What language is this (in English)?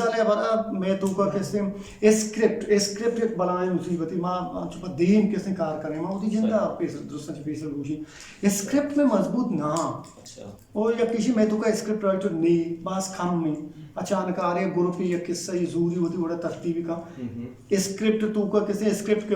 Eastern Balochi